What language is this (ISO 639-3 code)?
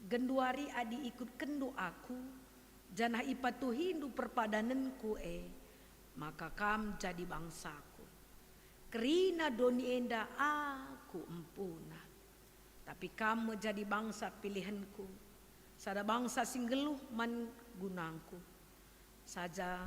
btx